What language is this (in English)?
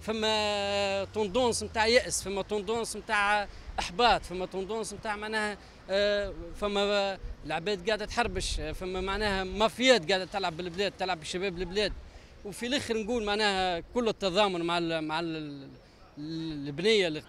Tunisian Arabic